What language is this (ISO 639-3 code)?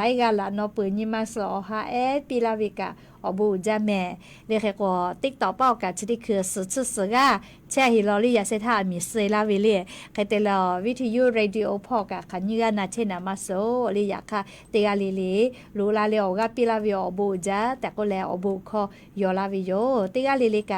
lhu